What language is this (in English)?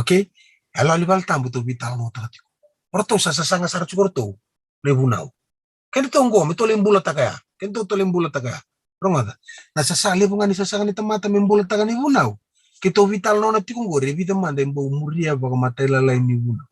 Fijian